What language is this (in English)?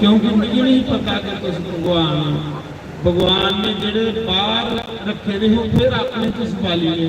Dogri